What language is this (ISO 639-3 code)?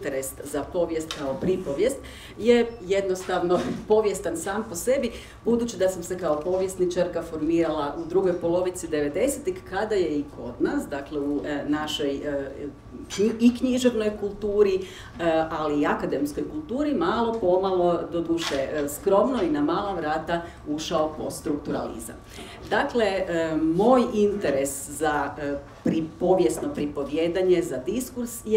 hrv